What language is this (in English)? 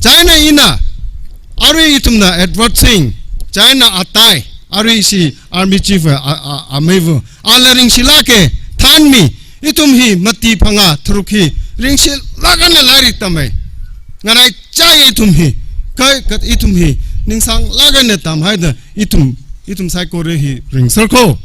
Tangkhul Naga (India)